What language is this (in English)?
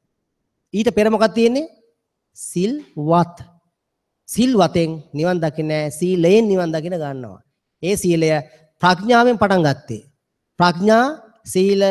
Sinhala